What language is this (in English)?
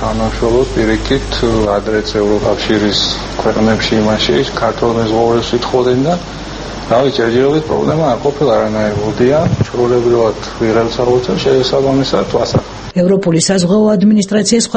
Georgian